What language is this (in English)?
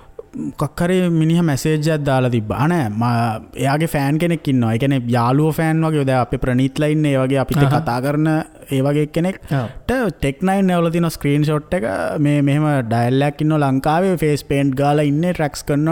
Sinhala